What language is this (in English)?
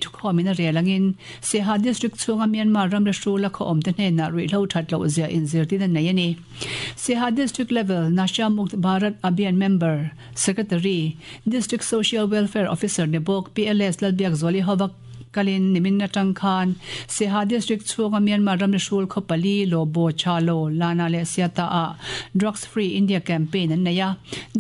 Mizo